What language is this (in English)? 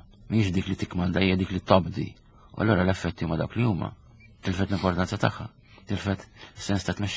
Maltese